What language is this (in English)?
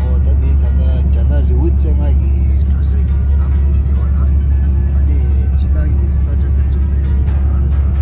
Tibetan